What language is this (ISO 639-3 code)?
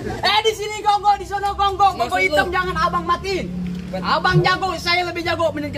bew